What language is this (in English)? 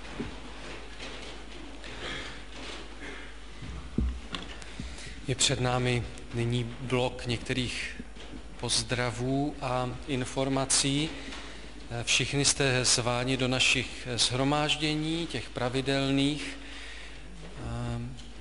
Czech